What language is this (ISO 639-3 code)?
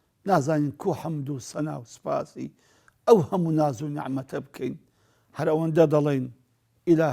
ckb